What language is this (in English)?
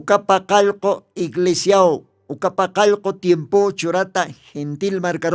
Aymara